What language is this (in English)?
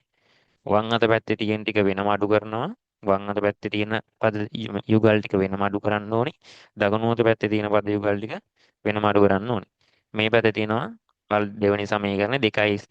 Sinhala